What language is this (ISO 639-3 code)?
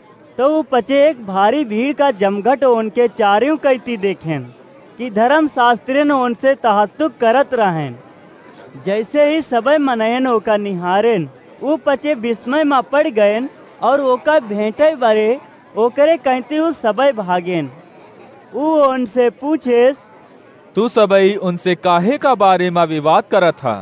awa